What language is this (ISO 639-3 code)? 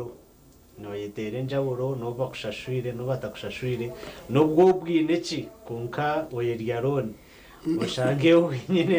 nyn